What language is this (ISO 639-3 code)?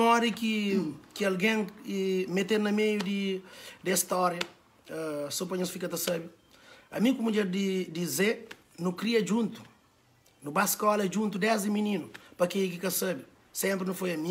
kea